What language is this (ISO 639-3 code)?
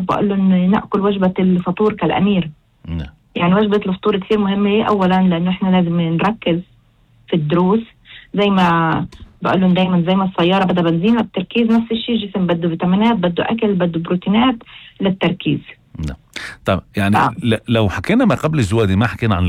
apc